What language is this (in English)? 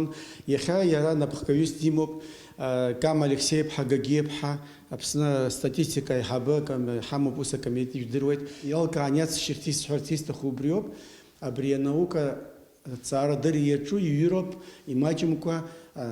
Abkhazian